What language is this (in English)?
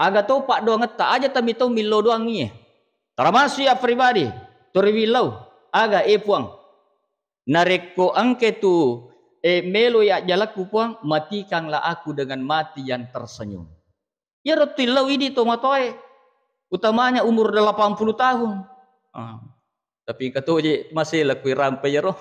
Buginese